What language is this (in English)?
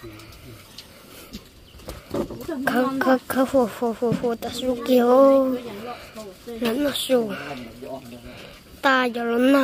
Vietnamese